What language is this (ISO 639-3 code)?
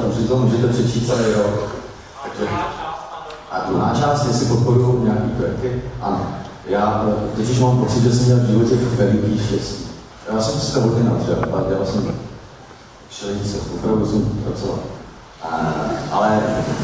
ces